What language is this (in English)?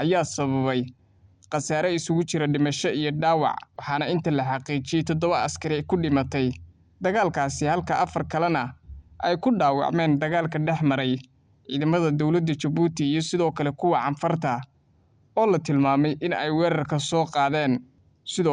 Somali